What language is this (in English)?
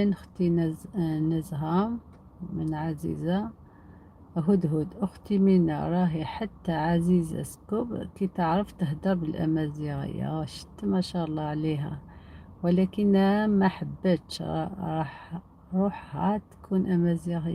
Algerian Arabic